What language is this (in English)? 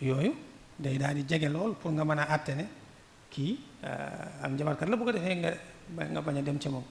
Wolof